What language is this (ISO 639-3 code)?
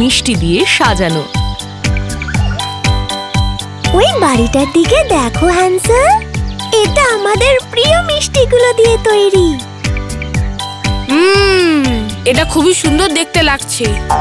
ben